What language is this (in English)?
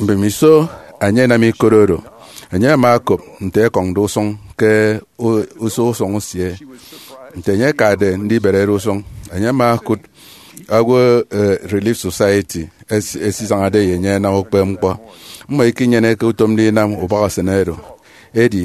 Efik